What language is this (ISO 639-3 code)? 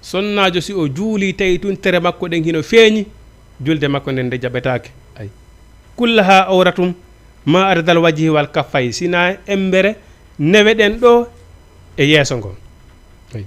ful